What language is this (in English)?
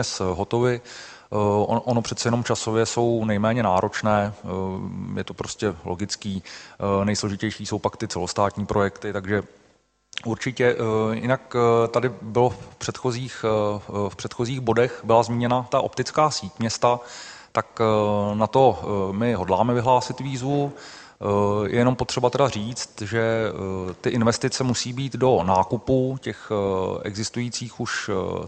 Czech